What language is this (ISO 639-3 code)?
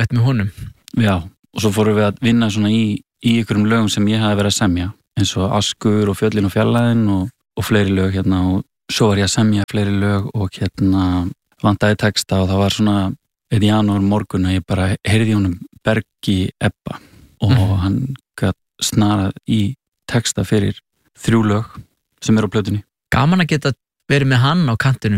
isl